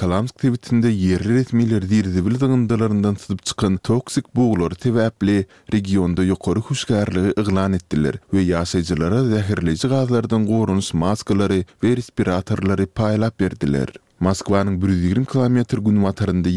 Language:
Turkmen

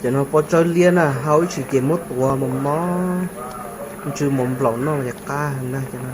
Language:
Hmong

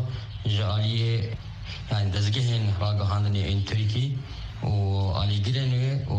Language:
Kurdish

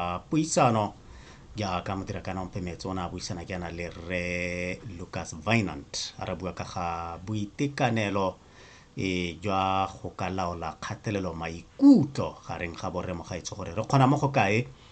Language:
Tswana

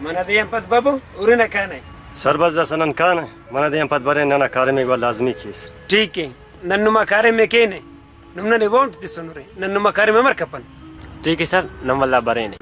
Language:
Brahui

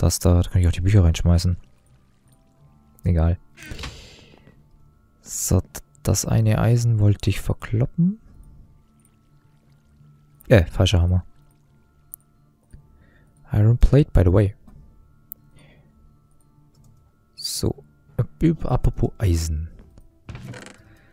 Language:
German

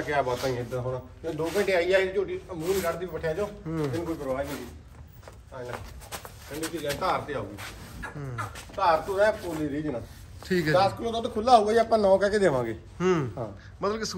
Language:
Punjabi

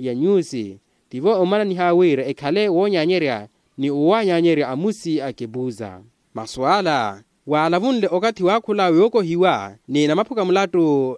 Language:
Makhuwa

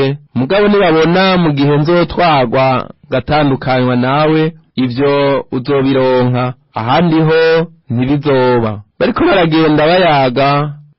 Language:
Rundi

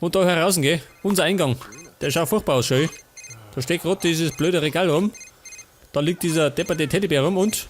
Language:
Bavarian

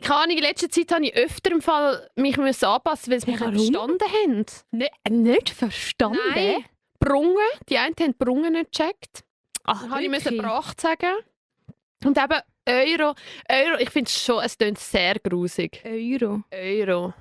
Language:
Swiss German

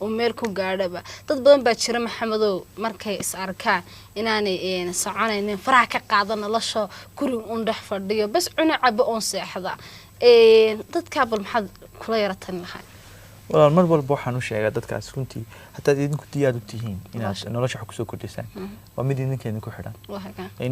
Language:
Somali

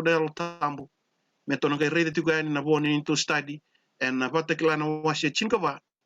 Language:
Fijian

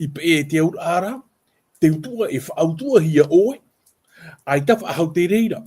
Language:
Tahitian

